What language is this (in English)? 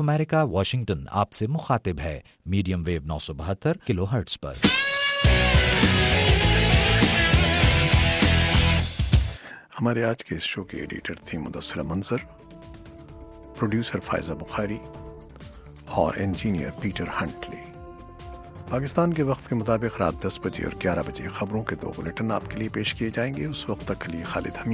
Urdu